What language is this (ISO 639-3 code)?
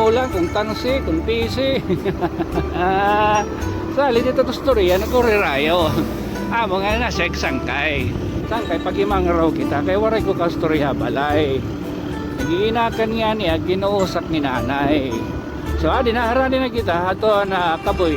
war